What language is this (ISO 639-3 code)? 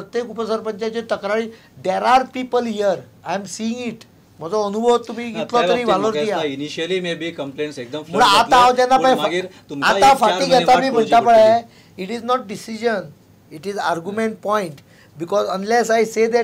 kok